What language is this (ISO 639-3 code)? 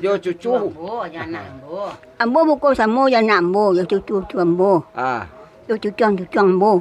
min